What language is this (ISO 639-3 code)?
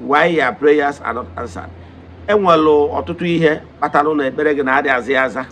ibo